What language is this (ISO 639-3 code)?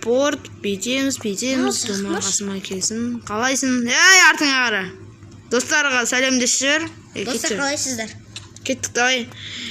kaz